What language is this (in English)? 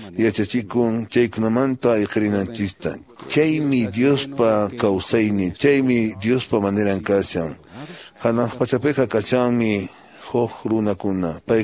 Quechua